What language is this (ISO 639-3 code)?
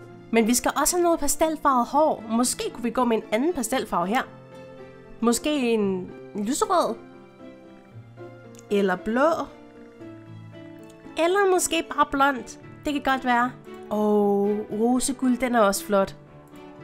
dan